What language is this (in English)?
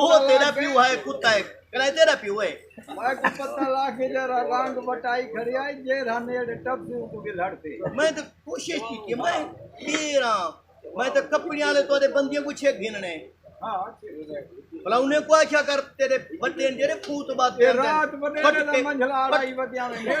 Saraiki